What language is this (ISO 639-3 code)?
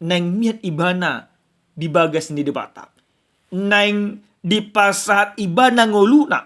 bbc